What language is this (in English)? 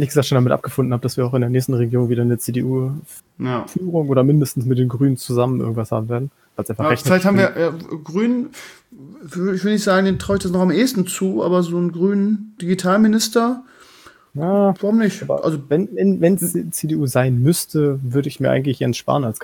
German